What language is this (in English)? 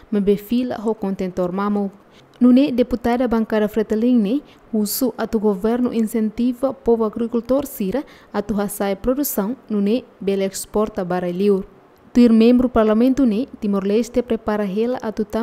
Tetum